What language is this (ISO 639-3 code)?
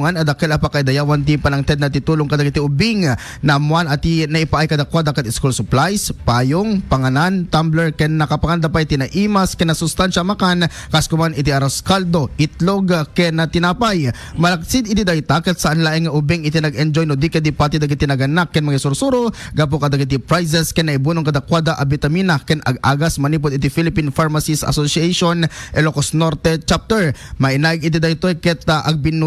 ilo